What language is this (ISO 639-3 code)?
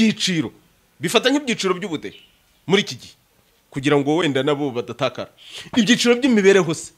kin